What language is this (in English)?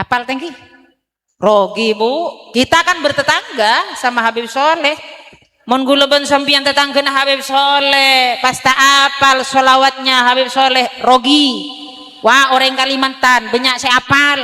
Madurese